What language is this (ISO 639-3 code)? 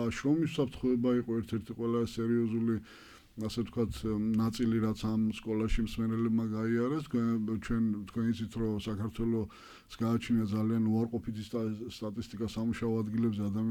kat